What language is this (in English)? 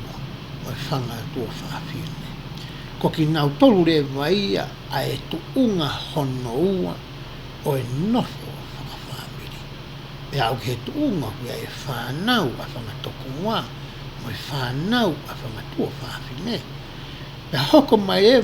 Tongan